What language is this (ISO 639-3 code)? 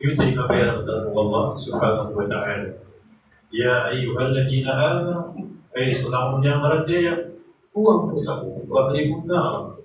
mrw